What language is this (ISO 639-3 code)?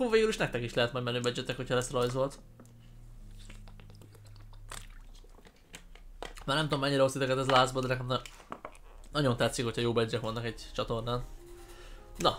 hun